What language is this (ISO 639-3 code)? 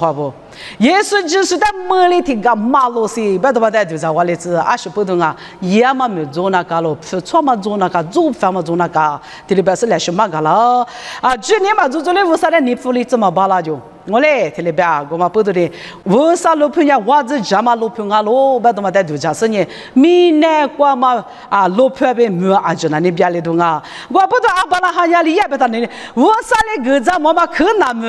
lis